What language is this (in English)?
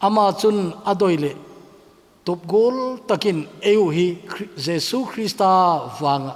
Thado Chin